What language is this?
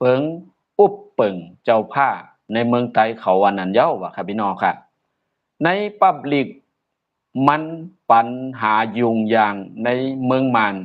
Shan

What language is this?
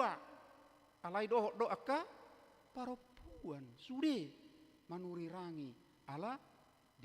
Batak Toba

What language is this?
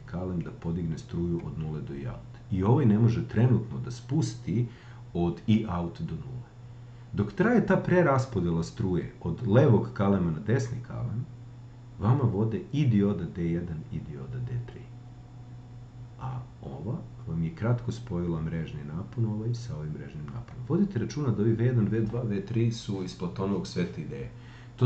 Serbian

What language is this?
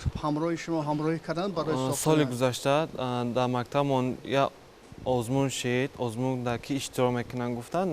Tajik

